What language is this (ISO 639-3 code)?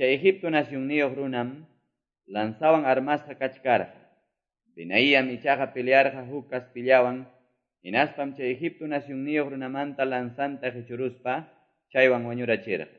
que